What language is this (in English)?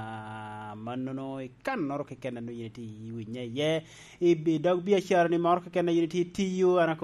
Lango (Uganda)